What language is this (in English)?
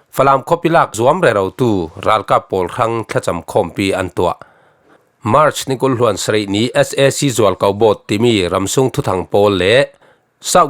Falam Chin